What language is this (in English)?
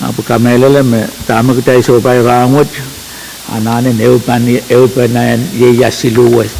Pohnpeian